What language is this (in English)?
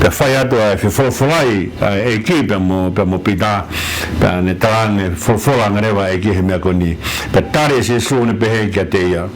Tongan